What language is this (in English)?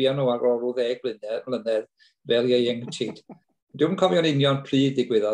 Welsh